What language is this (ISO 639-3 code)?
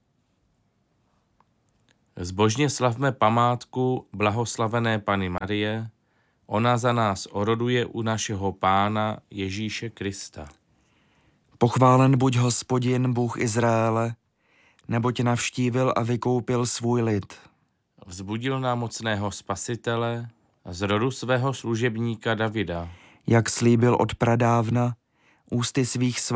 ces